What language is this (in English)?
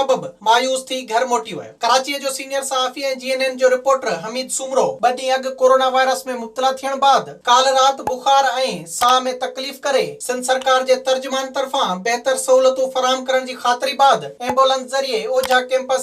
Sindhi